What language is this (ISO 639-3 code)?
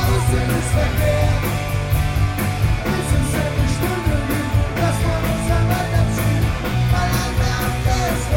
deu